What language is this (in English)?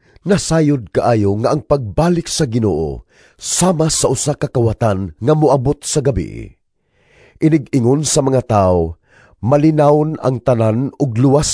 Cebuano